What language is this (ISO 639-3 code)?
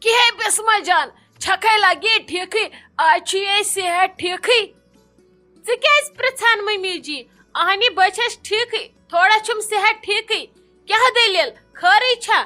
kas